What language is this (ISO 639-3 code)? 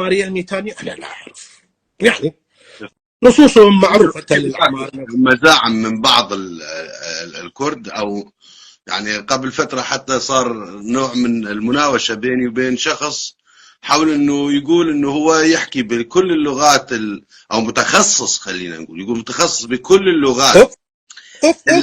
apc